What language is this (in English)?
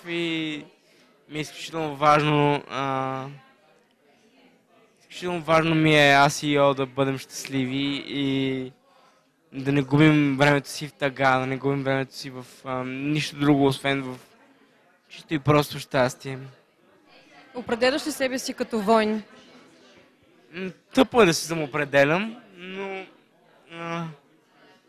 Bulgarian